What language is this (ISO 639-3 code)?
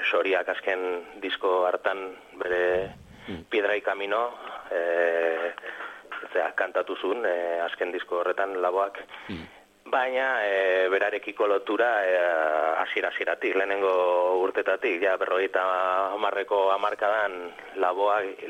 eus